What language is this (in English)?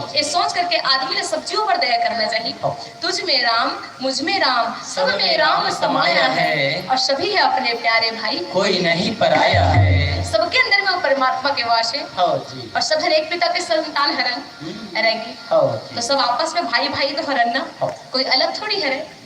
Chhattisgarhi